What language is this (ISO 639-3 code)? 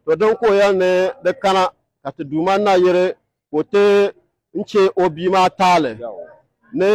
dag